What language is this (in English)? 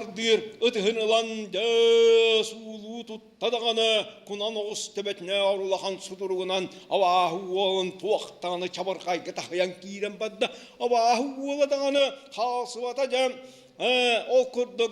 Yakut